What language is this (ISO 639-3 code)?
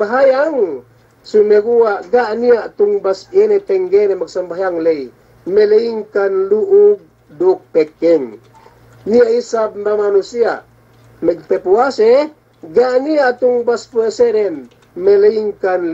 yka